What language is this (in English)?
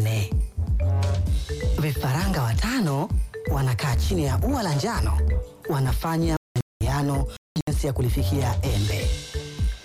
Swahili